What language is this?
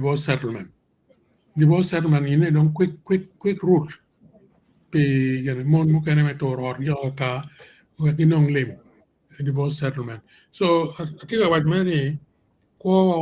Acoli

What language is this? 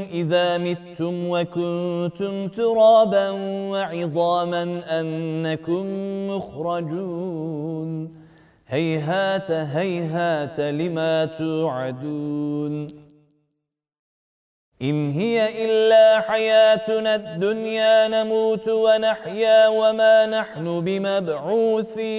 Arabic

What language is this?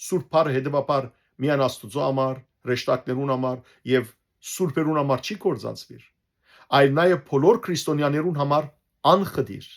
Western Armenian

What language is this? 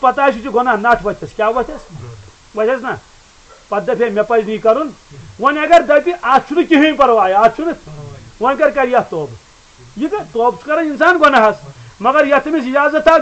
Kashmiri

